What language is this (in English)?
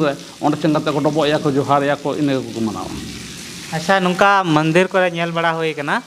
Santali